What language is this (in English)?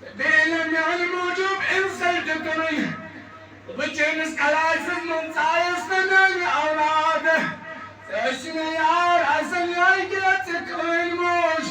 Kashmiri